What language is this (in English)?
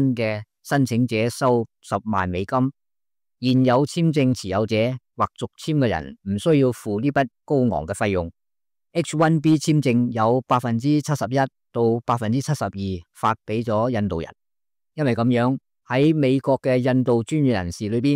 Cantonese